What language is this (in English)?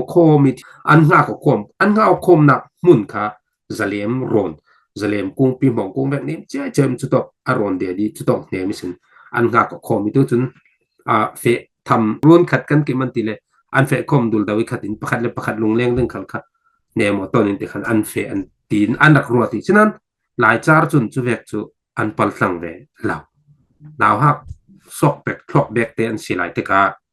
Falam Chin